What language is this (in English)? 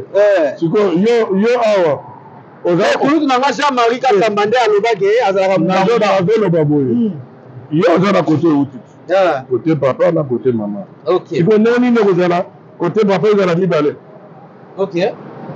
Lingala